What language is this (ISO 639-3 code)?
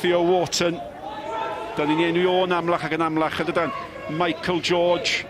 cym